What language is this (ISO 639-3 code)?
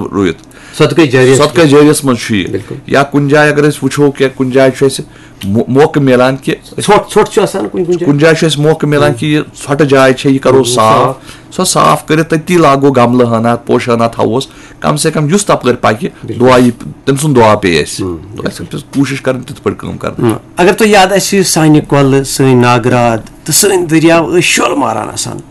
kas